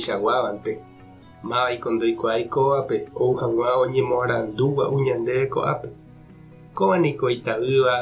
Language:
Guarani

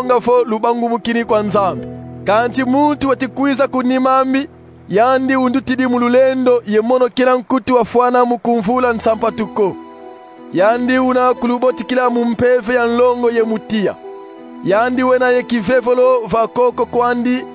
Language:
Kongo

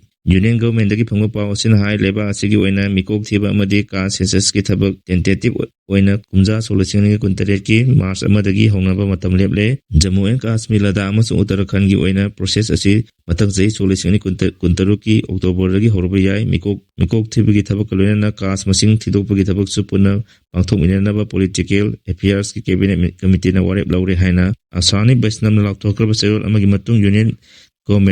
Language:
Manipuri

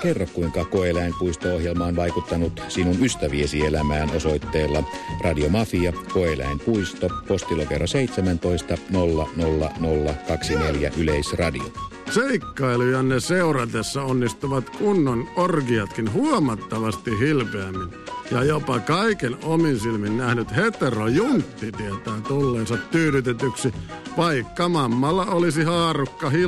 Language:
Finnish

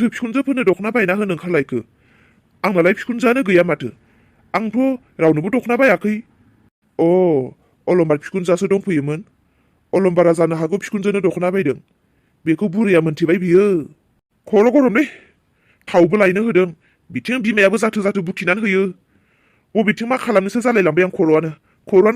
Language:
Bodo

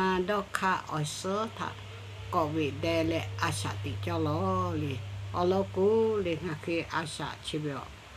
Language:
Lahu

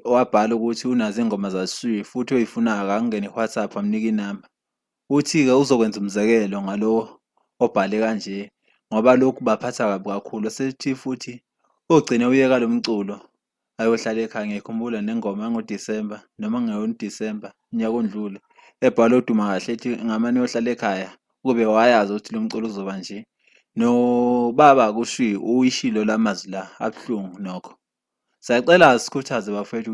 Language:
Zulu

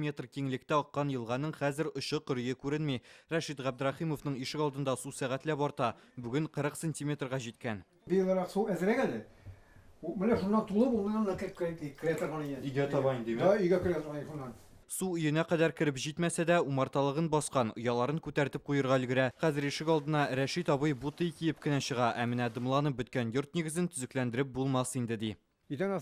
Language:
Tatar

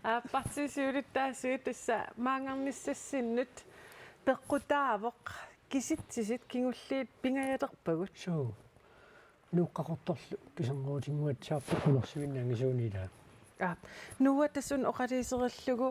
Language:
Kalaallisut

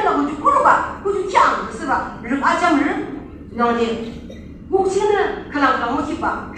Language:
Yimchungru Naga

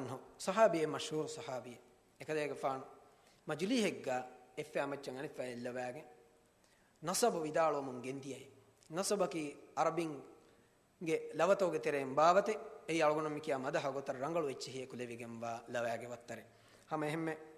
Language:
Divehi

